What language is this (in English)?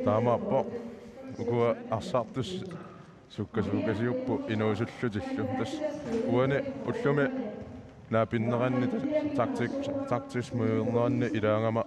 Kalaallisut